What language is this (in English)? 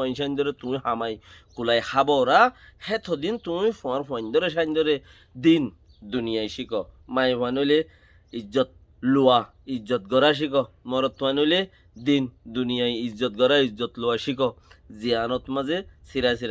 Rohingya